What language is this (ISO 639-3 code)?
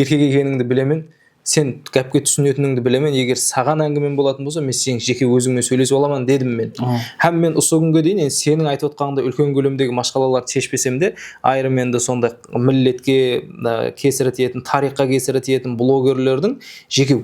kaa